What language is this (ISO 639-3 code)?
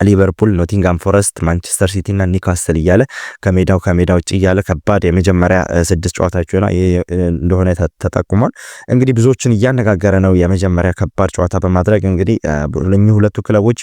amh